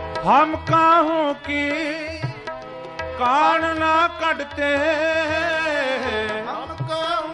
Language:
Punjabi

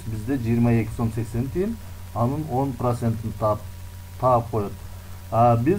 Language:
Kyrgyz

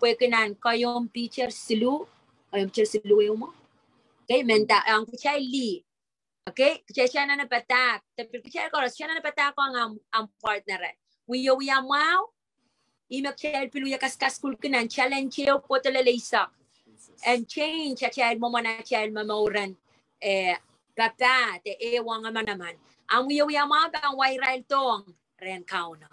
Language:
Pohnpeian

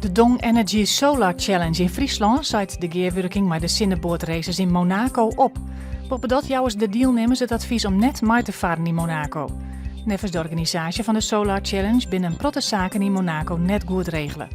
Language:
Western Frisian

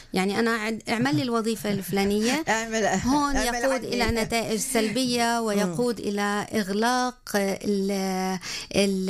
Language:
North Levantine Arabic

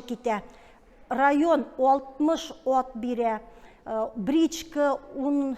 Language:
Bashkir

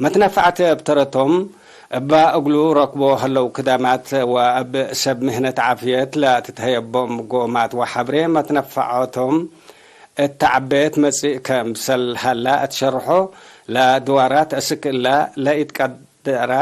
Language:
Tigre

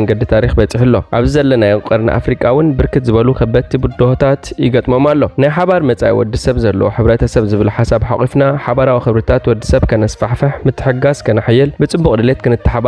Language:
Tigrinya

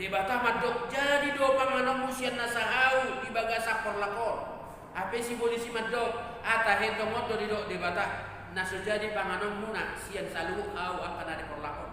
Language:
Batak Toba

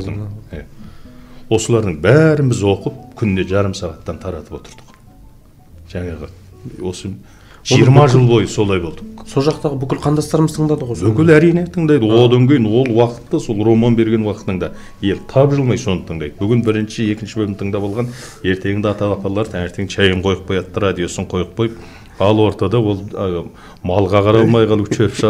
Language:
Kazakh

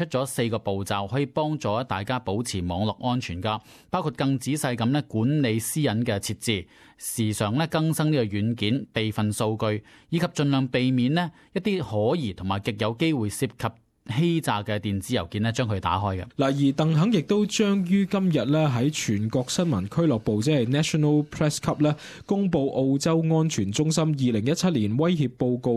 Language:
Cantonese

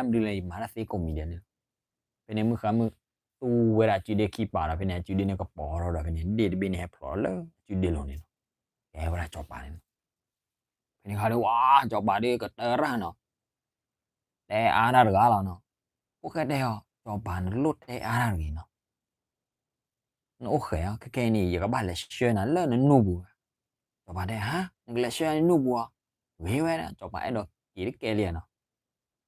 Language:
S'gaw Karen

